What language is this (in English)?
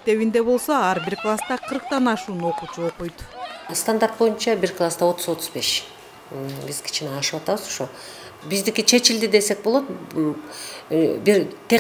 Kyrgyz